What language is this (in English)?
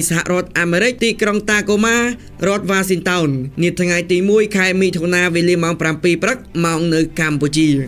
Khmer